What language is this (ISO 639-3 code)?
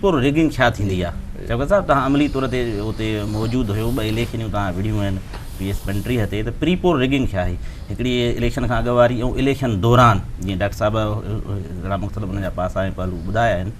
snd